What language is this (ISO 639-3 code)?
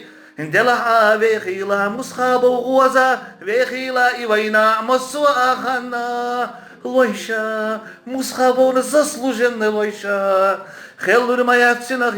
che